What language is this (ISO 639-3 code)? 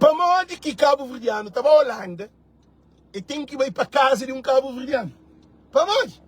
kea